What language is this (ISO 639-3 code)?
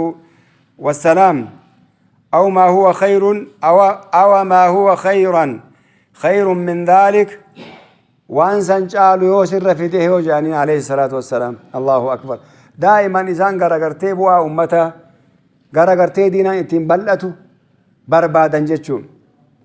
orm